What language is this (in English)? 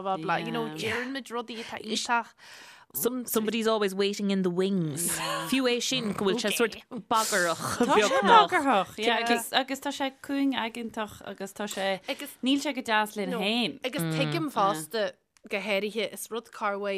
Irish